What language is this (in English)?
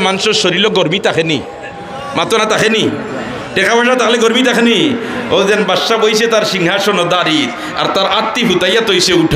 Sylheti